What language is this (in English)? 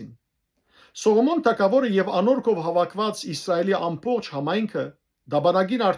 Western Armenian